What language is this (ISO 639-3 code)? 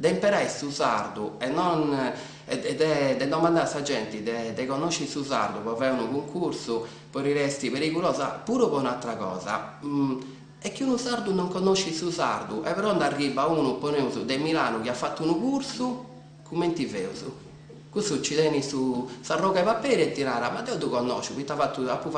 srd